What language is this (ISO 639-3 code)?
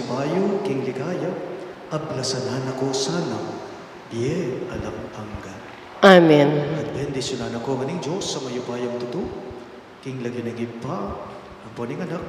pam